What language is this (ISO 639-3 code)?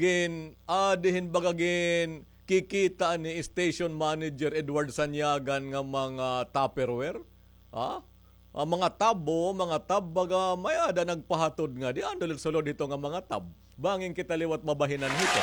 war